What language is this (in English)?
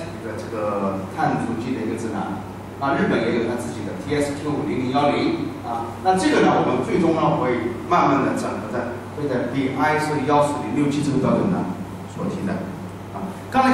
Chinese